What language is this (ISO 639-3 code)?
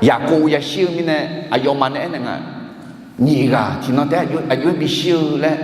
ahk